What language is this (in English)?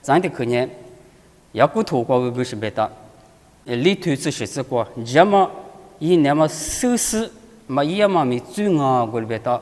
Lisu